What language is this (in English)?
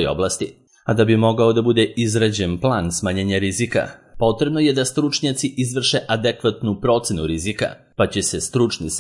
Serbian